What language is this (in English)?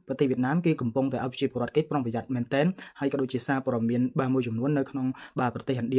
Khmer